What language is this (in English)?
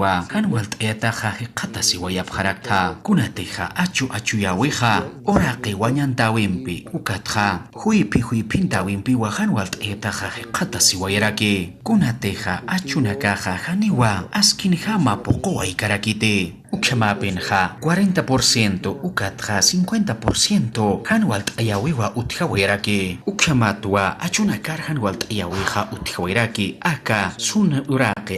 Aymara